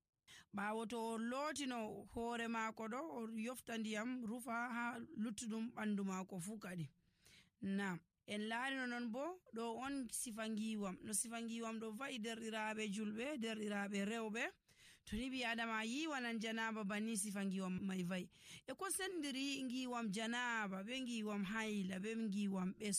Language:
Nigerian Fulfulde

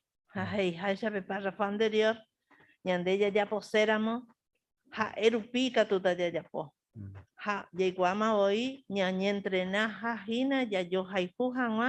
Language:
Guarani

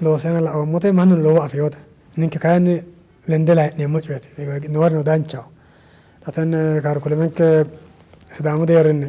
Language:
Sidamo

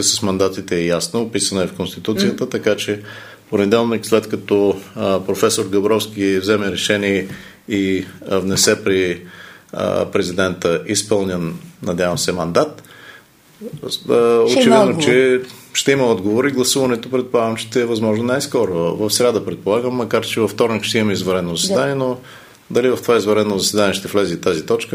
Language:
Bulgarian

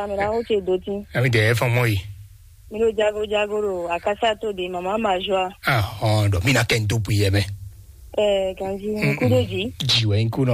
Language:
Fon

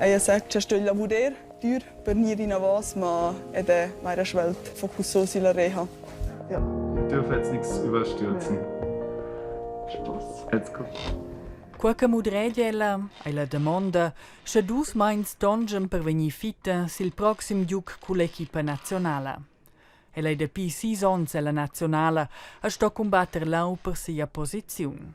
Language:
Romansh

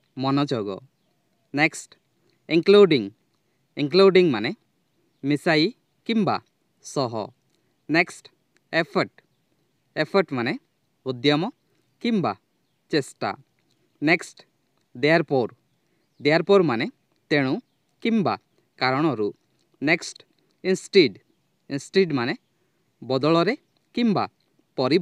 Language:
Odia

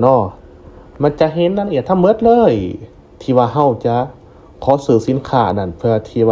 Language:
Lao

